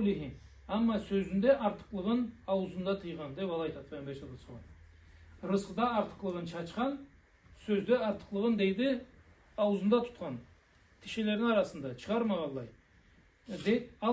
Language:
Karachay-Balkar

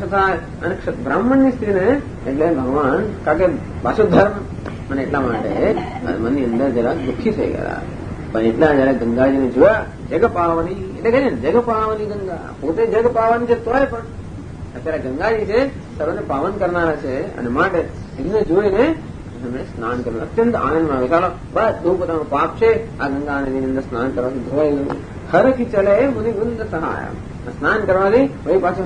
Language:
Gujarati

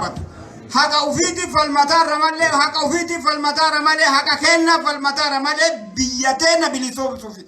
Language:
Oromo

